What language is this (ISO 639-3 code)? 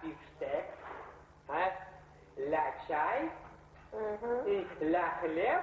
chv